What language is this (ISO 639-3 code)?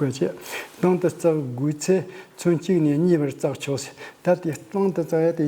bod